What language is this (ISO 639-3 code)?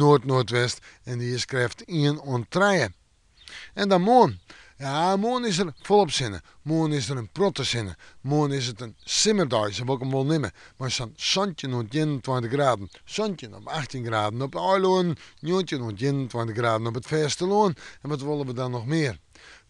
fry